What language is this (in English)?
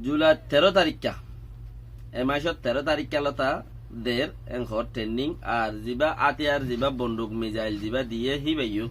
Rohingya